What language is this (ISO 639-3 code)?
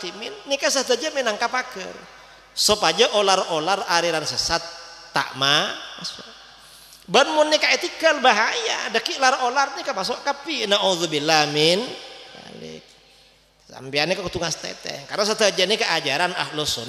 mad